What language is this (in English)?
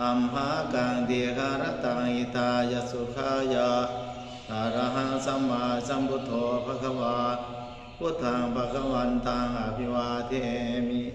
Pali